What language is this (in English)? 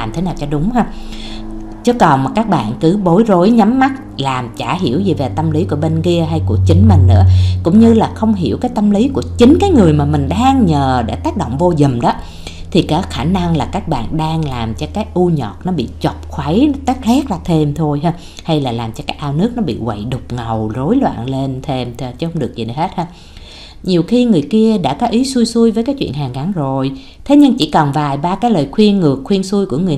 Vietnamese